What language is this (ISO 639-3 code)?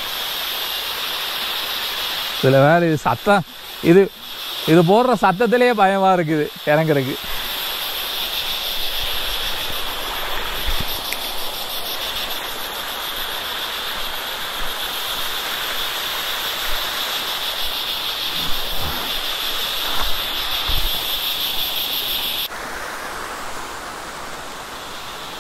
tam